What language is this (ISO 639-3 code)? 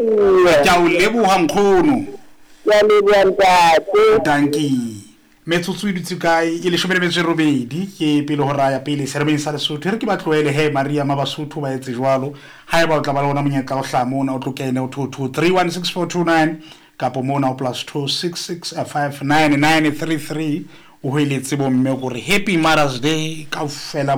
sot